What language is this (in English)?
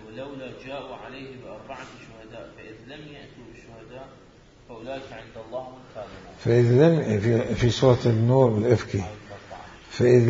Mesopotamian Arabic